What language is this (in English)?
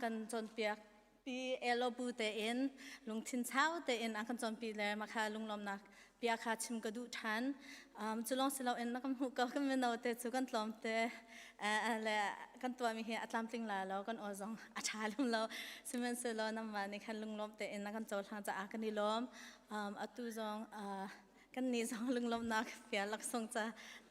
Hakha Chin